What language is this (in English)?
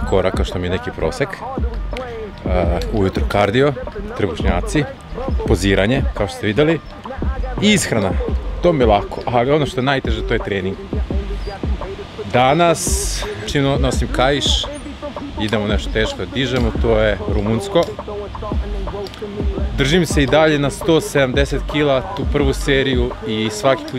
Serbian